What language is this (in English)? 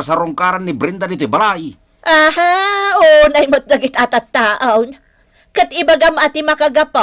Iloko